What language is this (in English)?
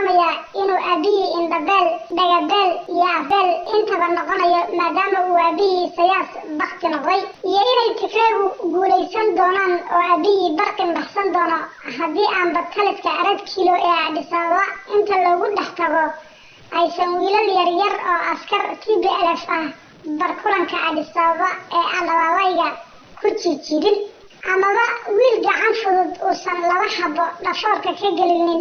Somali